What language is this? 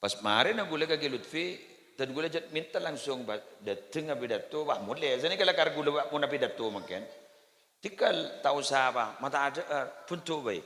Madurese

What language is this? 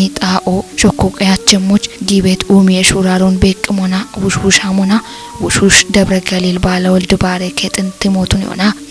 Kafa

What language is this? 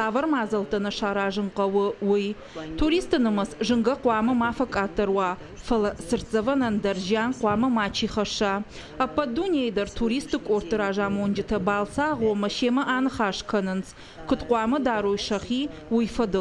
Ossetic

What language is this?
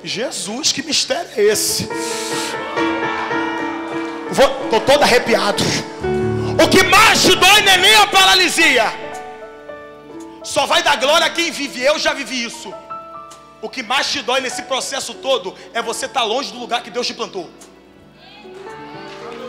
Portuguese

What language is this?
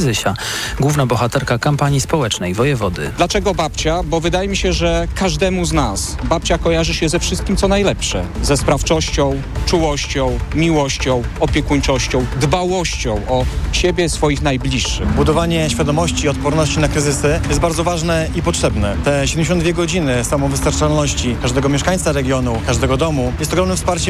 Polish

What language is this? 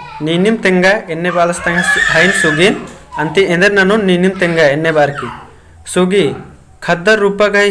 Kurukh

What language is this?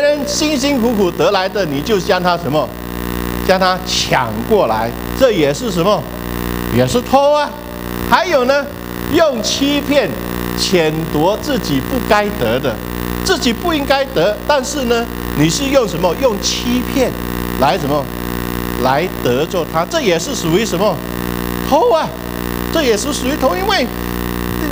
Chinese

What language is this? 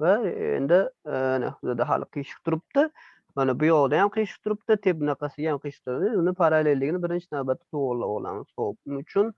Uzbek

